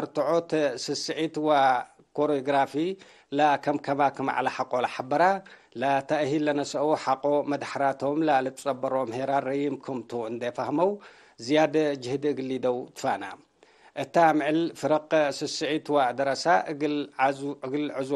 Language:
Tigre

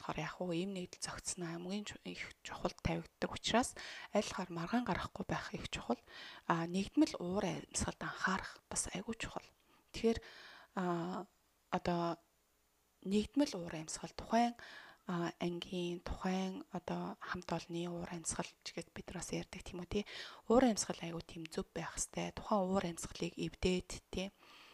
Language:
Mongolian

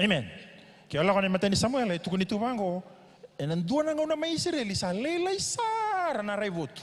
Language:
Fijian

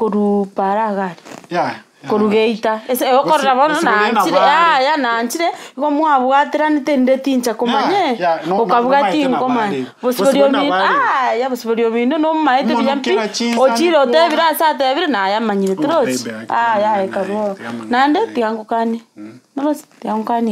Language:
Gusii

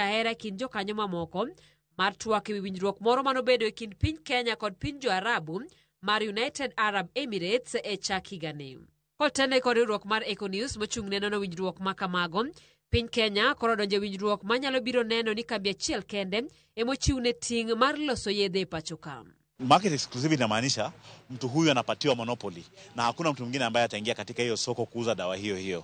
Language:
Luo (Kenya and Tanzania)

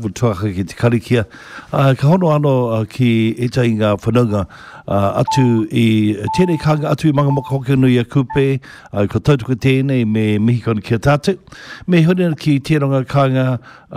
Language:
Māori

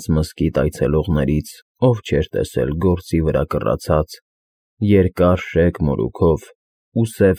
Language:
Armenian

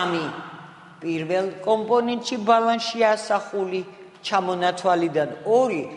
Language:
Georgian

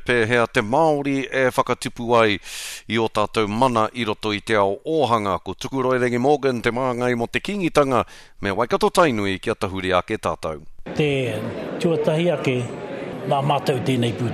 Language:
Māori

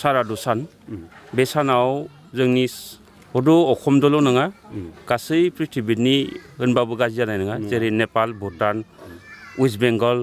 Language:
Bodo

